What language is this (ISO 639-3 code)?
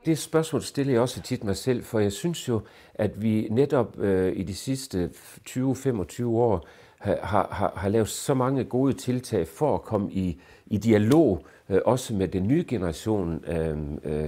dan